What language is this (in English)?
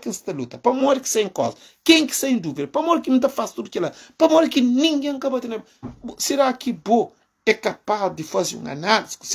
Kabuverdianu